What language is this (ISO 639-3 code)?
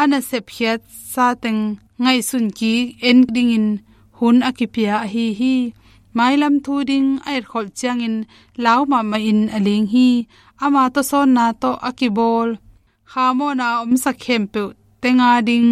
ctd